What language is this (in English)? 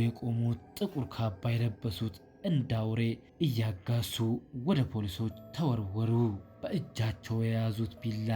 Amharic